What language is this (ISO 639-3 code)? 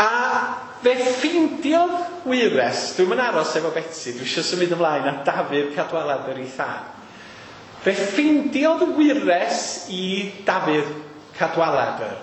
cym